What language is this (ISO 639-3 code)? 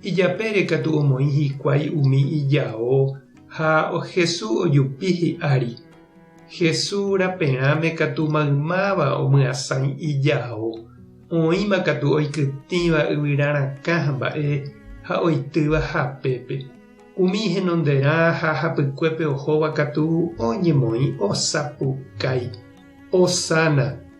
grn